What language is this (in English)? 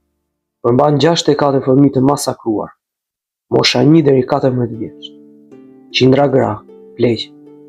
Albanian